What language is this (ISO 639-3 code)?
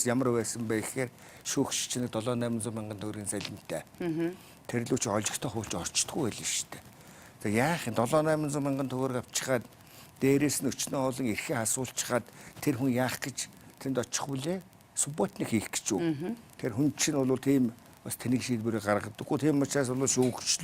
mon